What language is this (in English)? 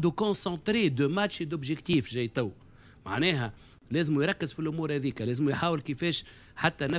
Tunisian Arabic